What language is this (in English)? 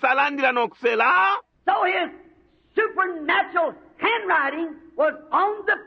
Bemba